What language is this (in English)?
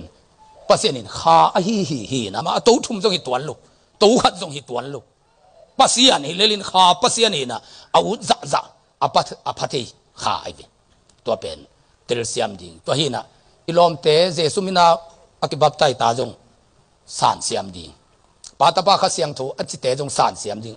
Tedim Chin